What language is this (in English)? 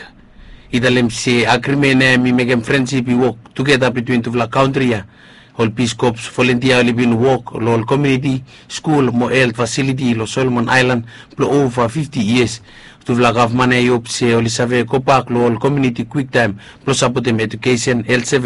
Bislama